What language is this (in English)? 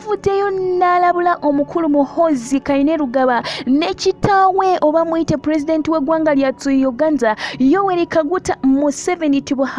Ganda